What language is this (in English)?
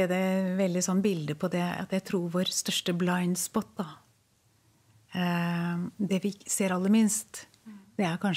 Norwegian